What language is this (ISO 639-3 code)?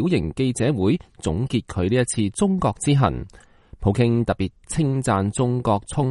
yue